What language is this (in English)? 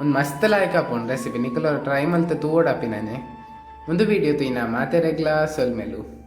Tulu